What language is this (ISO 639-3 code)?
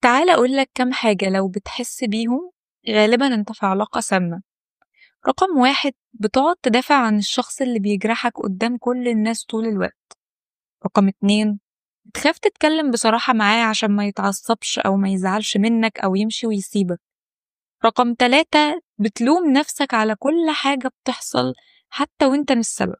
arz